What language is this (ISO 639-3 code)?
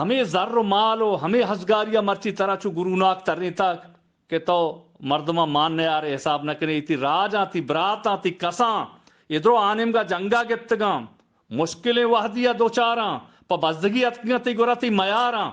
bgp